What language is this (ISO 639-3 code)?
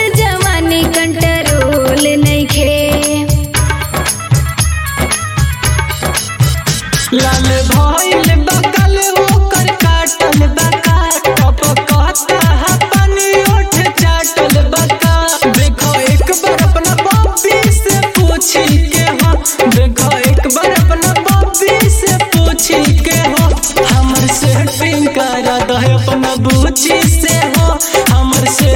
bho